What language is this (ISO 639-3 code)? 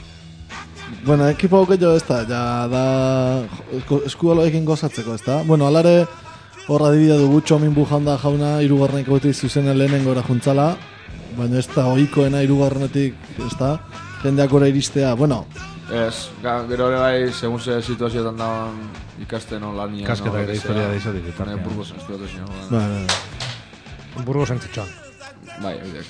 eus